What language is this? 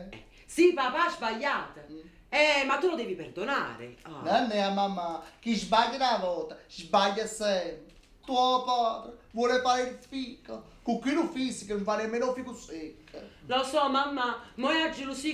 Neapolitan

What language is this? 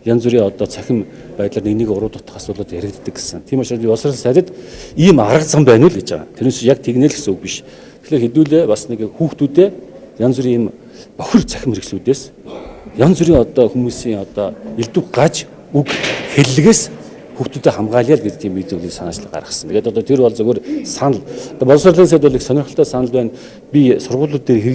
Mongolian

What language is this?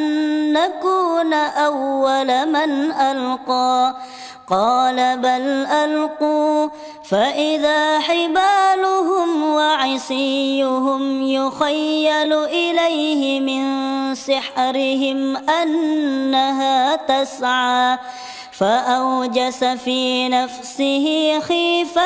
Arabic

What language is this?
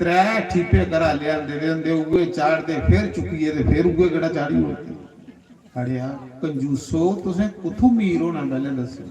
Dogri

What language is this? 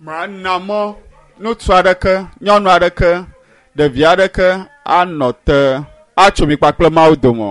Ewe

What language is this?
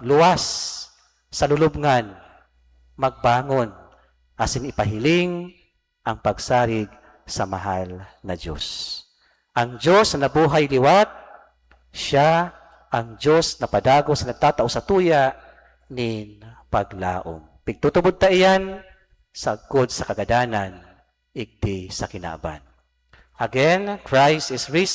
Bikol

